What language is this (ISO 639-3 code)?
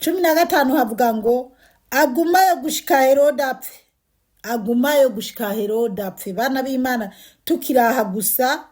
run